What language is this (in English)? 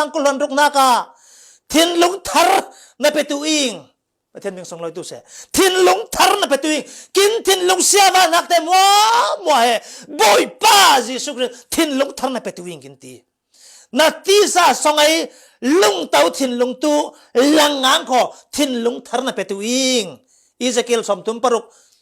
Falam Chin